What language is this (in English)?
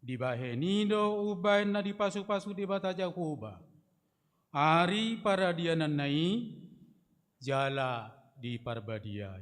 Batak Toba